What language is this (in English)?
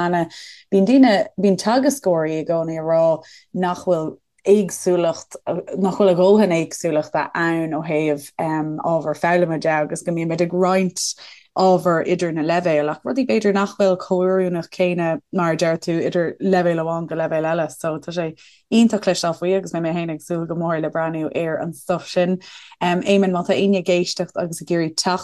Irish